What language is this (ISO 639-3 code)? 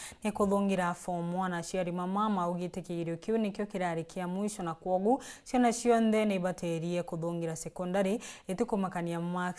mer